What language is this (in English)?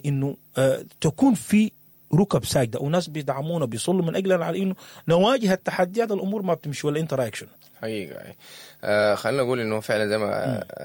Sudanese Arabic